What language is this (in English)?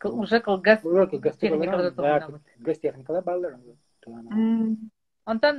Yakut